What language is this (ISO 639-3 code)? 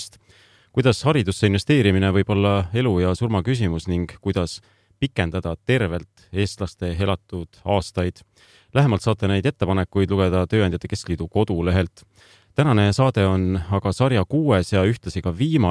est